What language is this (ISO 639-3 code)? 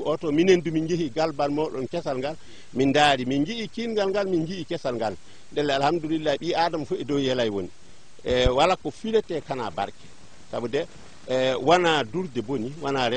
ful